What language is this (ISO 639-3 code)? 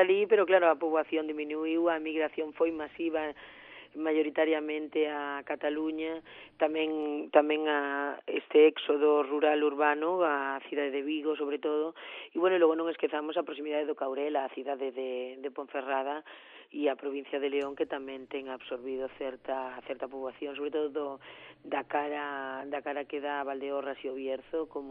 glg